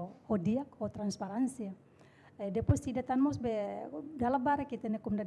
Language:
Tetum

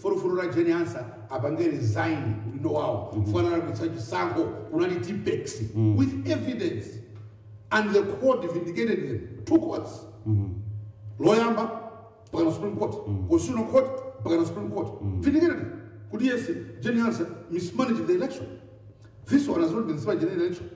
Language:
Nyanja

